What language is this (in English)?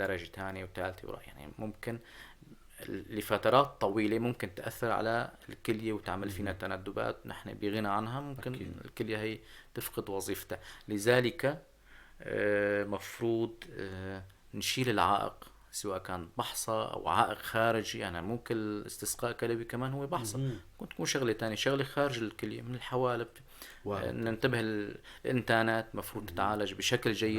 North Levantine Arabic